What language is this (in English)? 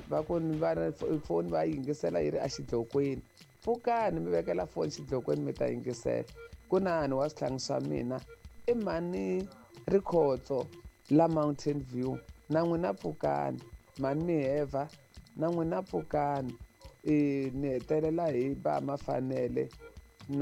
Tsonga